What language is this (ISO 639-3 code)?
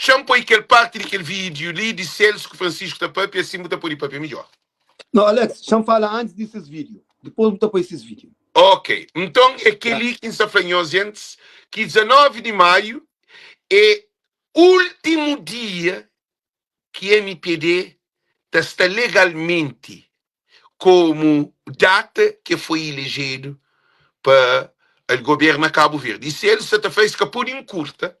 kea